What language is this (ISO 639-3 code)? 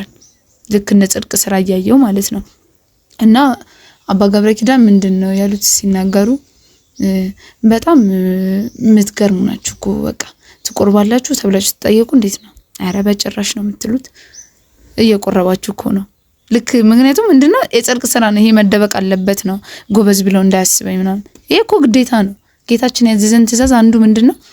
amh